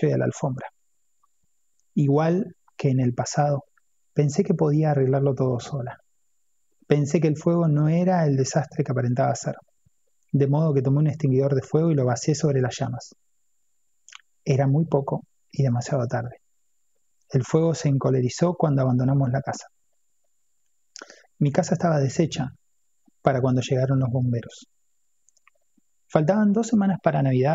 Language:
Spanish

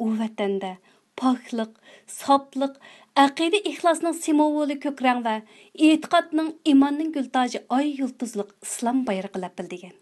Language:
Uyghur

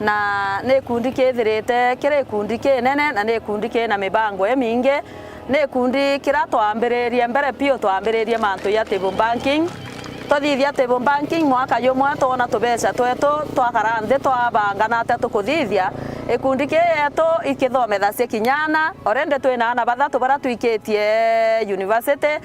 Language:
Meru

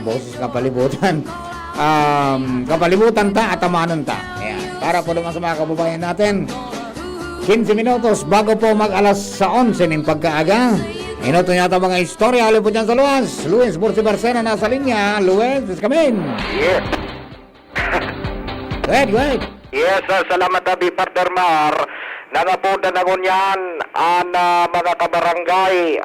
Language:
Bikol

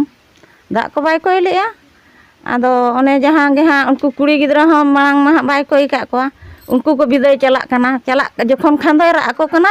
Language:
Santali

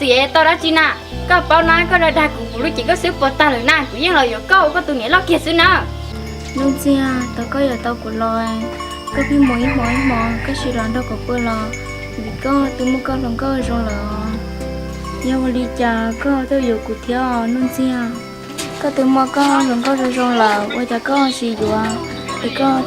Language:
Hmong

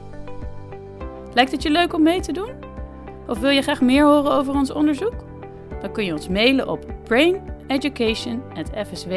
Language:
Dutch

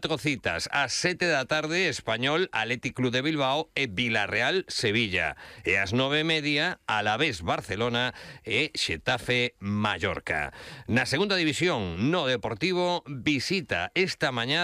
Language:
Galician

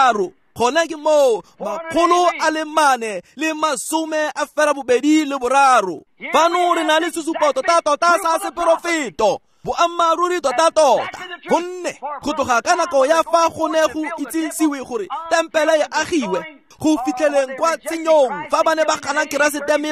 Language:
Tswana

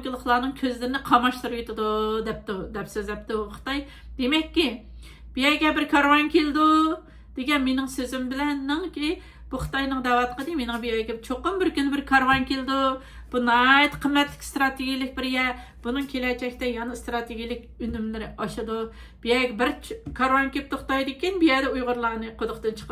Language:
Uyghur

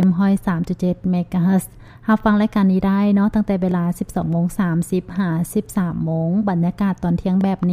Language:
Lao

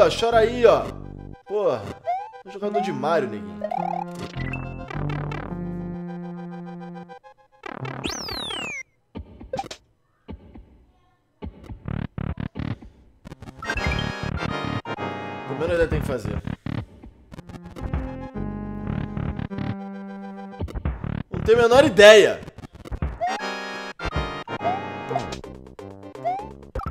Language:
Portuguese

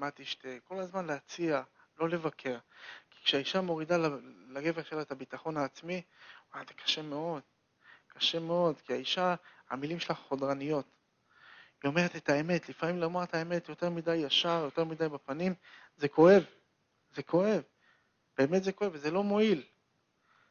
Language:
Hebrew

